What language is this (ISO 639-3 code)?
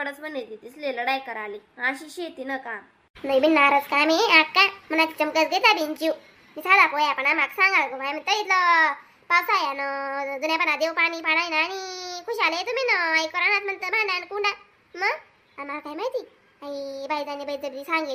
khn